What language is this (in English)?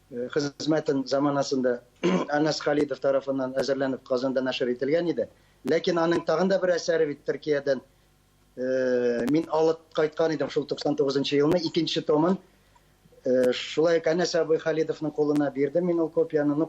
Tatar